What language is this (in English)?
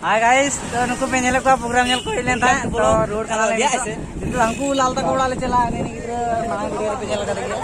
Santali